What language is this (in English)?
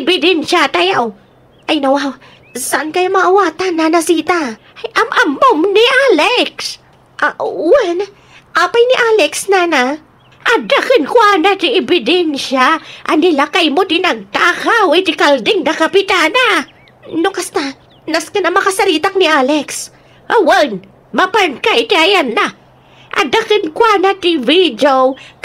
Iloko